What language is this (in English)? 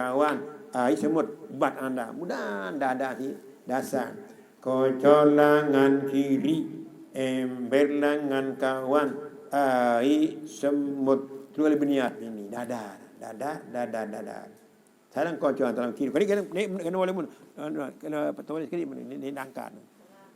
Sasak